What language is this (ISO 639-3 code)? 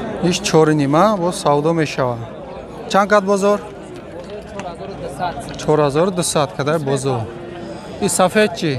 tgk